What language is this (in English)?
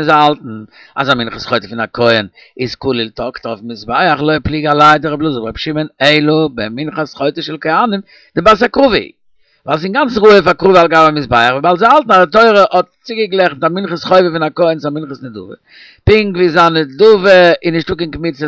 Yiddish